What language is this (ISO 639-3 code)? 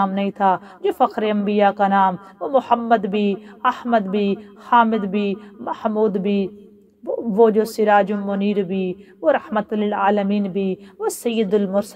urd